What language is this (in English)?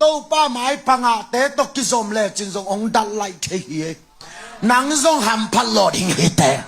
Tedim Chin